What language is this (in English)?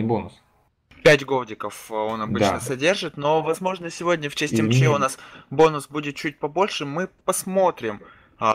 Russian